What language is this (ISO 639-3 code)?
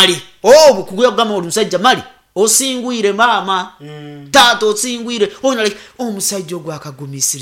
nyn